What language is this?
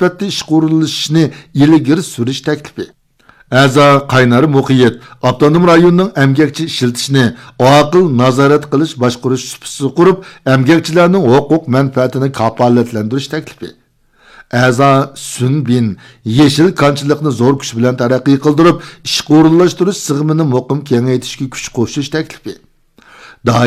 Uyghur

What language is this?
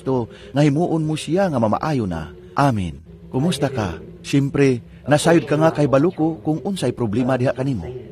Cebuano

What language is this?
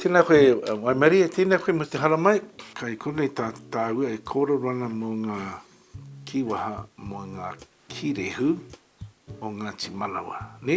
Māori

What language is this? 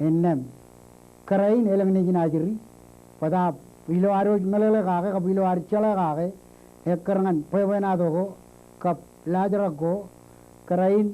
Marshallese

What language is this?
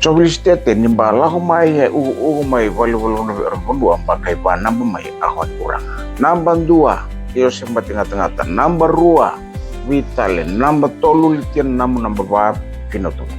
Fijian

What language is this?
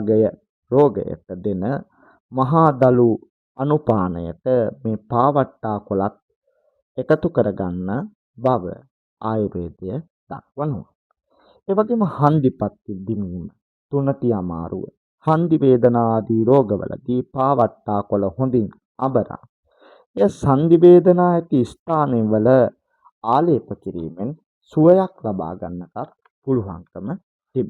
Sinhala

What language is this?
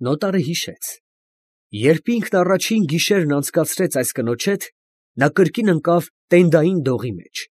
Armenian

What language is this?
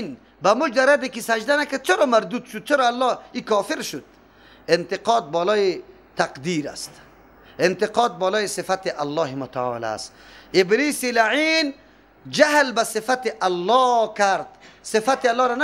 Persian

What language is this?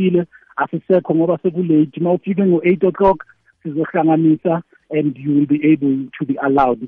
South Ndebele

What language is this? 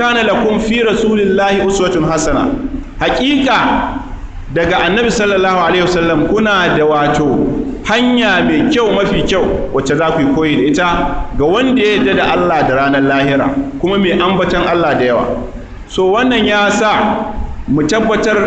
Hausa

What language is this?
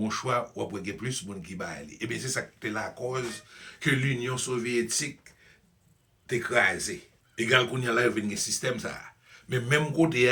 Haitian Creole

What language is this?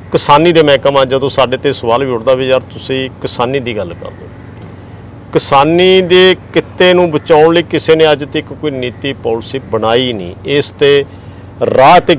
Punjabi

